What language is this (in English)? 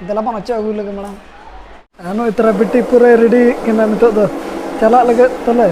Santali